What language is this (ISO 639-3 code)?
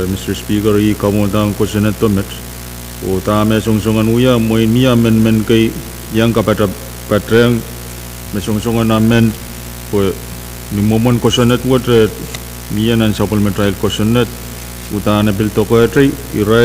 pon